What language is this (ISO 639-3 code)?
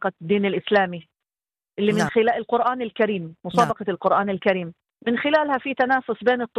ara